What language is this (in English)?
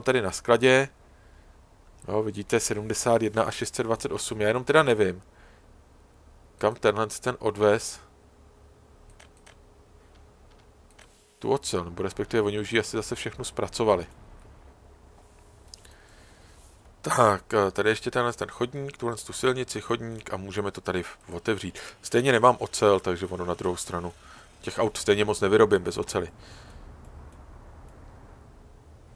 Czech